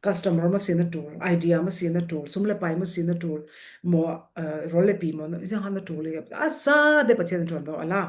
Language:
Falam Chin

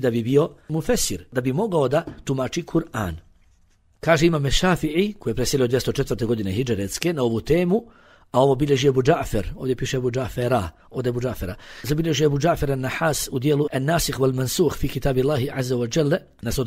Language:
Bosnian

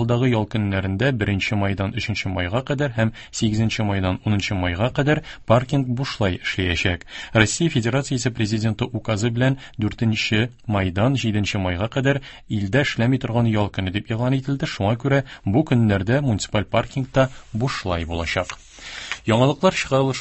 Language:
Tatar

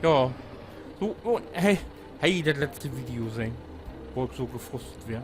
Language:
Low German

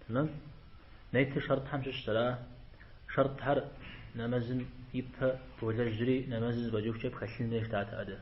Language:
Kabardian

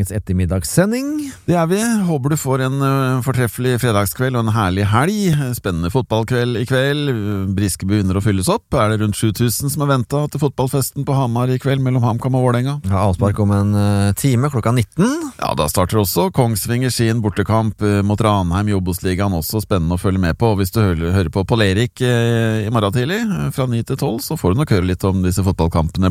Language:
Norwegian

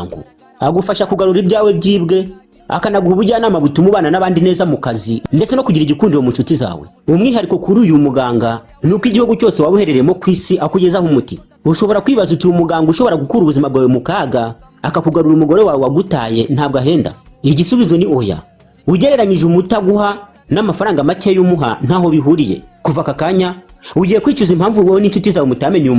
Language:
Kinyarwanda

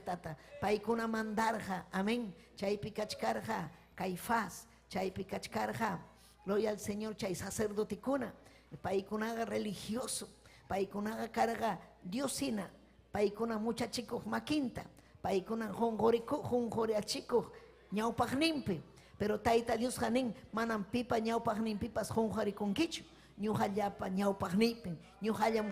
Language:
Ayacucho Quechua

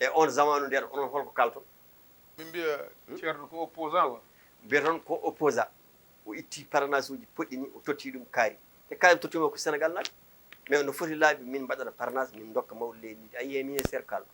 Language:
Fula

